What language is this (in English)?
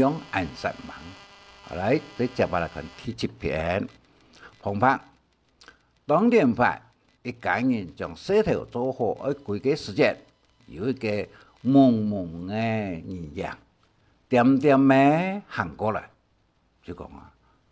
Hakka Chinese